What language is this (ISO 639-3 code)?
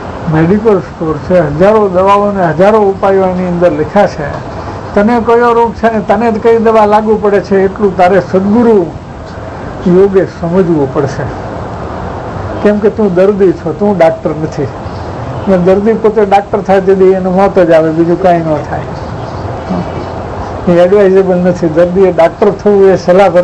guj